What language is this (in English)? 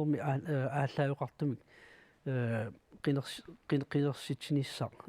Kalaallisut